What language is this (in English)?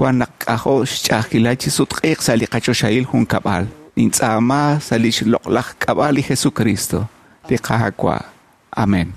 Kekchí